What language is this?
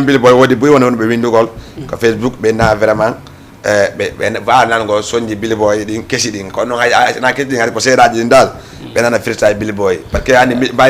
Fula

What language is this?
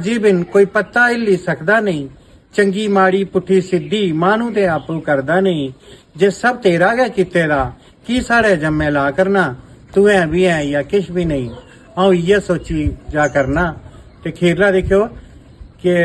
Dogri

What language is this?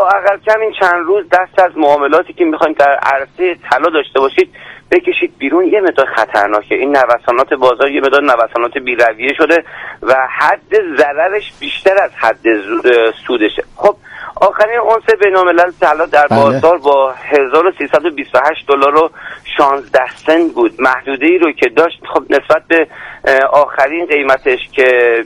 Persian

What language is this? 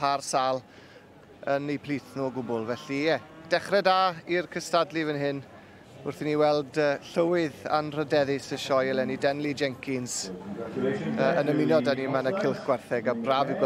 Welsh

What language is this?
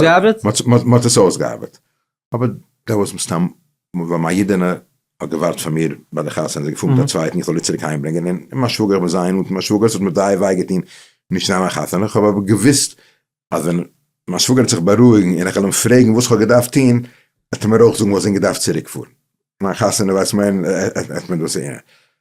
Yiddish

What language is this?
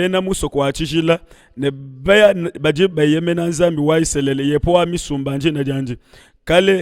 Luba-Lulua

